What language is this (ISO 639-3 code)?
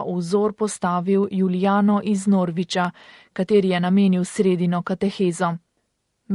slv